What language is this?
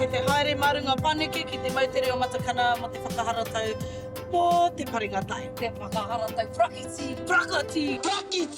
Māori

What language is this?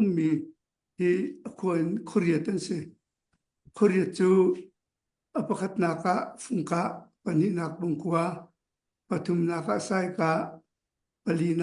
Hakha Chin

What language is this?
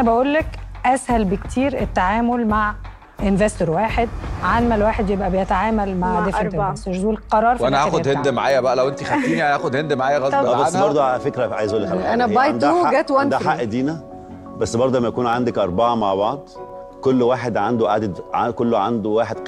Egyptian Arabic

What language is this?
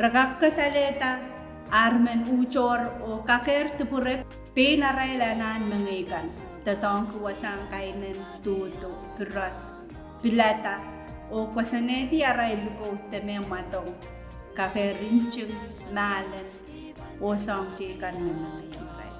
Pohnpeian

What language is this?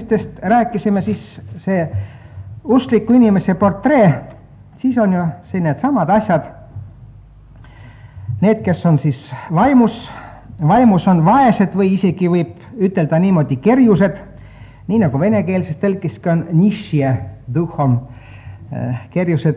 Estonian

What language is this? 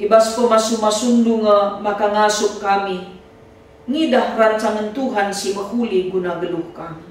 Batak Karo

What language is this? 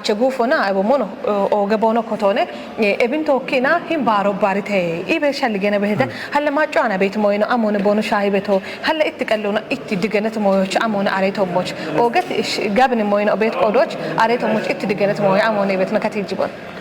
Kafa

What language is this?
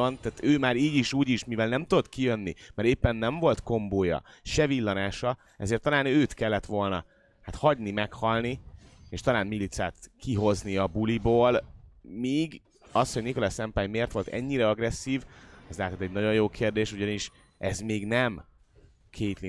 Hungarian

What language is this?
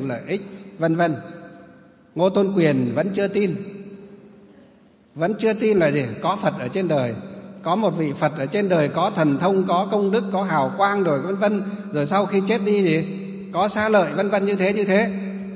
Vietnamese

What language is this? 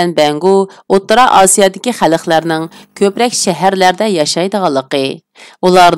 Uyghur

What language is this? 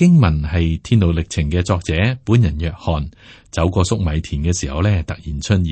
Cantonese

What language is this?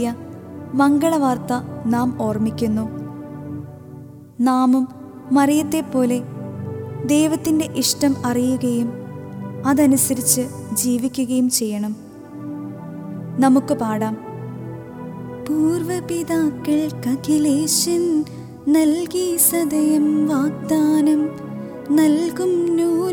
Malayalam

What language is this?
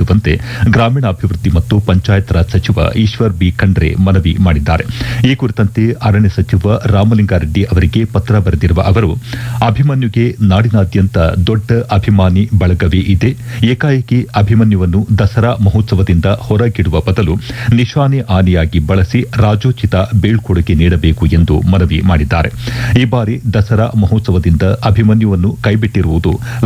Kannada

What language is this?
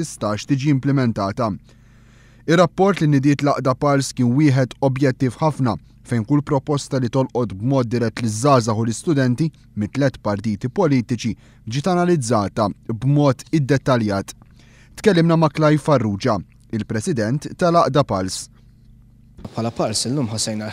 Maltese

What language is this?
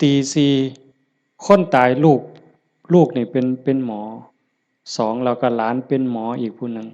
Northeastern Thai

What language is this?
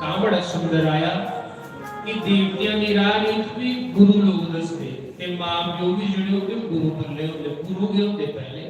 Dogri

